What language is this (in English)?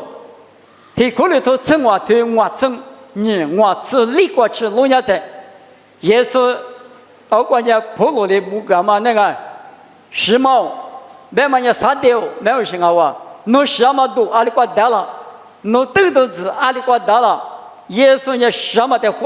Lisu